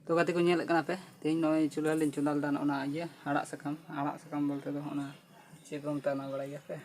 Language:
Santali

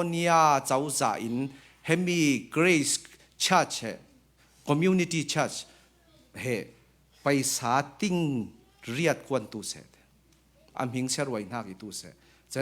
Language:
Falam Chin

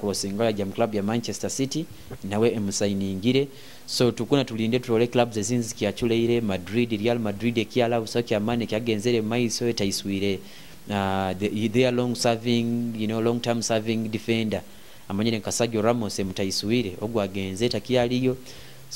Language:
Nyoro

